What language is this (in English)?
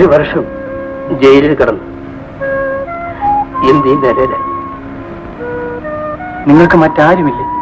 Malayalam